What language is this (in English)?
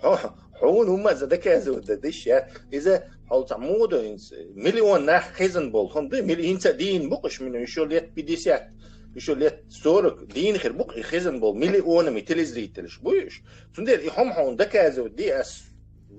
Chechen